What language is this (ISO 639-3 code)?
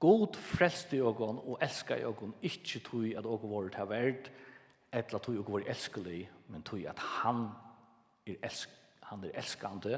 fao